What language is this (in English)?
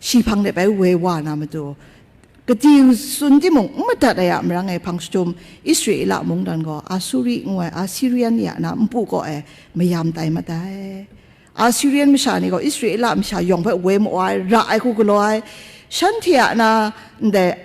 Kachin